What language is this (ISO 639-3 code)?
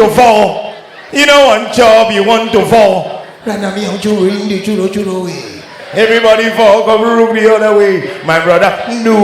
pcm